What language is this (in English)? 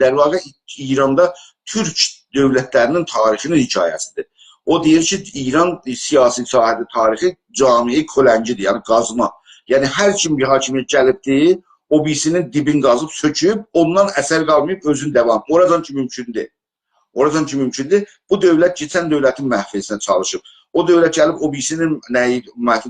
South Azerbaijani